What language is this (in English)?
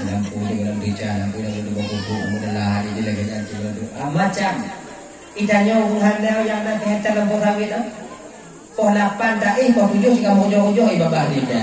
Achinese